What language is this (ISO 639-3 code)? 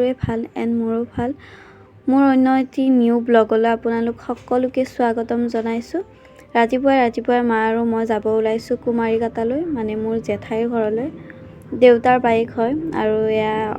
asm